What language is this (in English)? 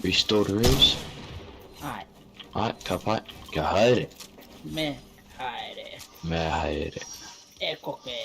Māori